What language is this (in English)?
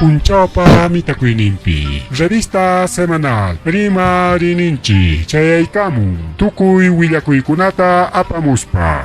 Ayacucho Quechua